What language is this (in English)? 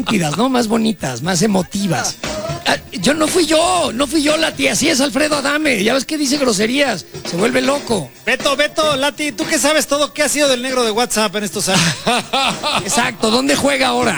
Spanish